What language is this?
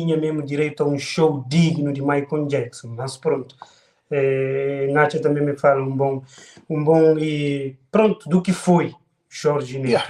Kabuverdianu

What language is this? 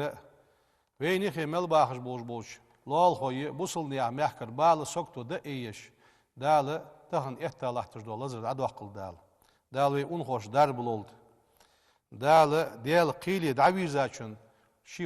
Ingush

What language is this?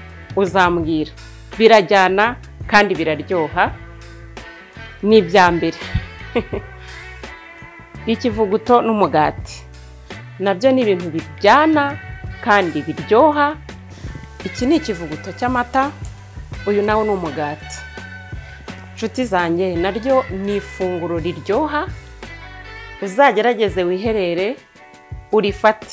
Kinyarwanda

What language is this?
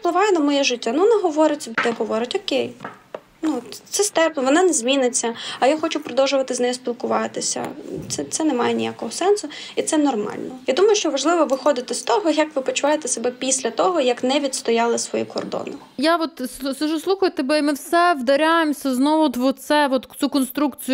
Ukrainian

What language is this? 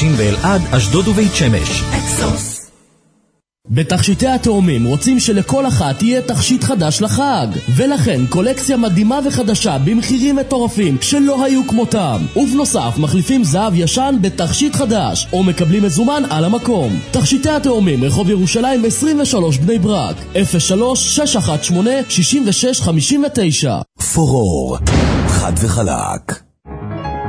Hebrew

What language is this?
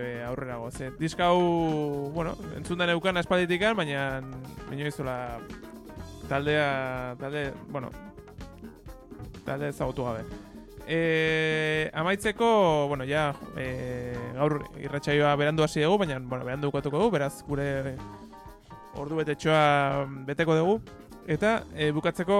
Basque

